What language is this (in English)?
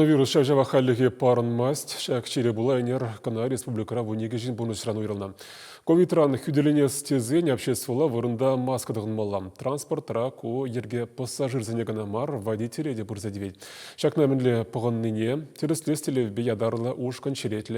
Chuvash